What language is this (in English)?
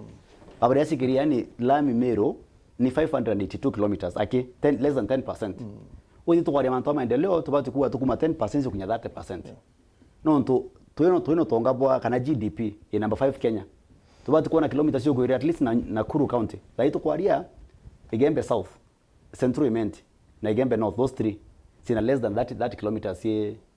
Meru